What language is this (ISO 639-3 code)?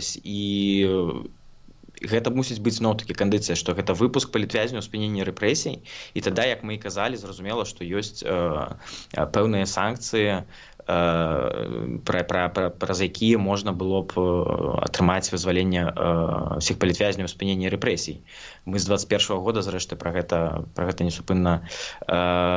bel